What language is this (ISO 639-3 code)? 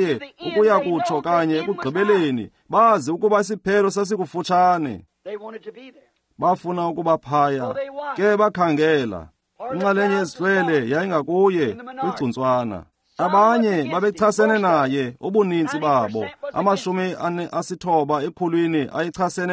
xho